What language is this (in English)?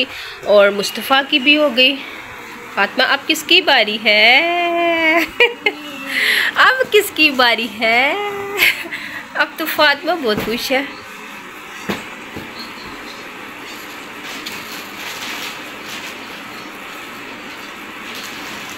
Hindi